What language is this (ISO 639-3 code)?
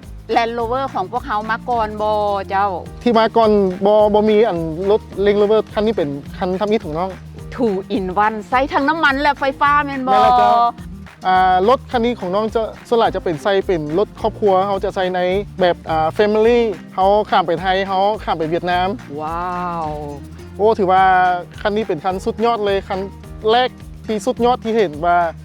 lao